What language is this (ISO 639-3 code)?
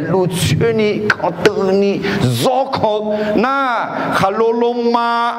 ahk